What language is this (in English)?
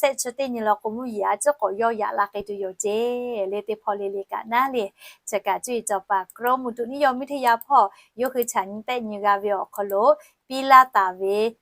Lahu